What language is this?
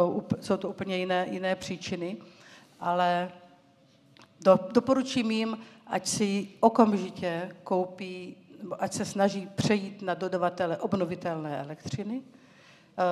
Czech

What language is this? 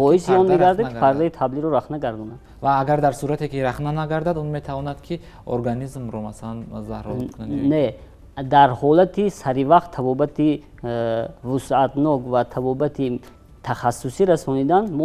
Tajik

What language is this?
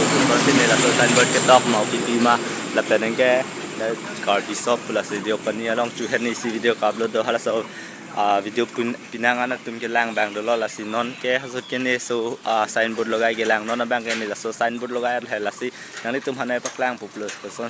Karbi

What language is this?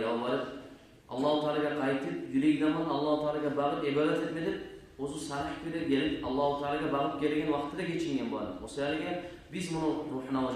Kumyk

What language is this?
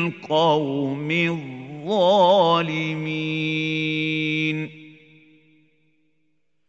Arabic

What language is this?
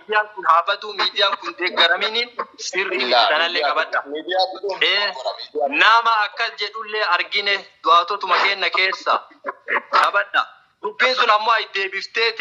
Oromo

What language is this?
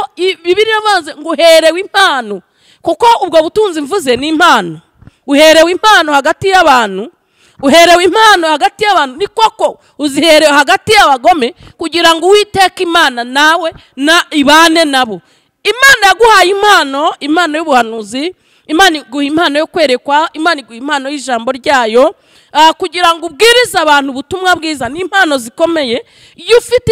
Kinyarwanda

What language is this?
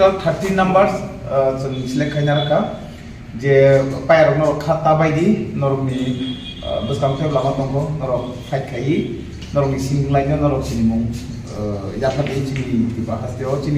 Kok Borok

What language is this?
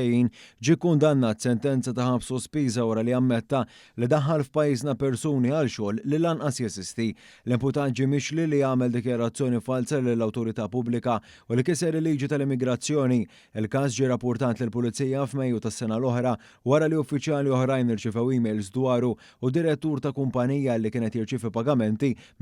Maltese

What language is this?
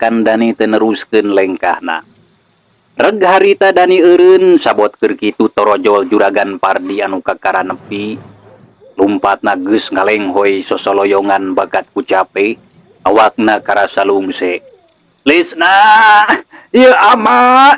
Sundanese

